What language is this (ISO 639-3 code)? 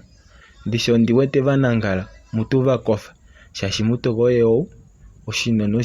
kua